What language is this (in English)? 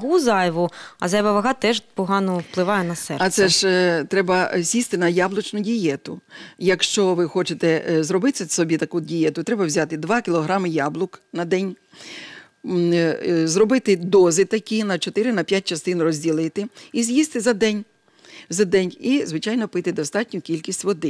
Ukrainian